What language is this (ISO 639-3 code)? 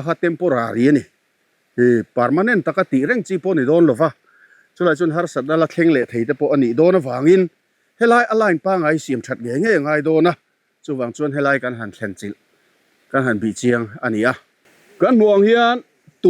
lus